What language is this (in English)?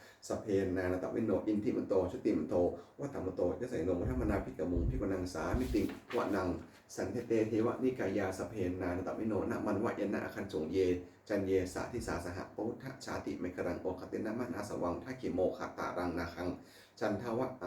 Pali